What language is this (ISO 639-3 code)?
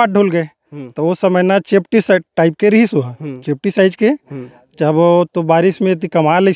hne